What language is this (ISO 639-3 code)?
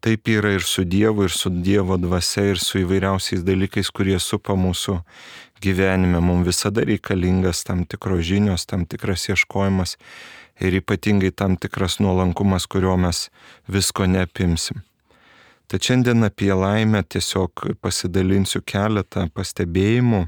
lit